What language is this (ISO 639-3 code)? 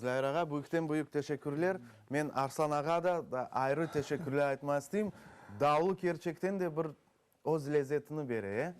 crh